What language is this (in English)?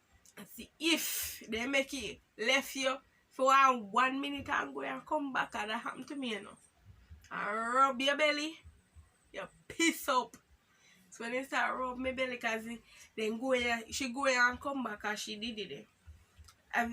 Jamaican Creole English